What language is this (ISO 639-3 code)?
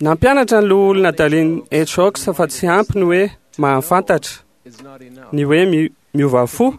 mlg